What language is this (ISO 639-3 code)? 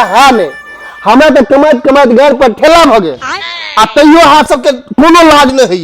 mai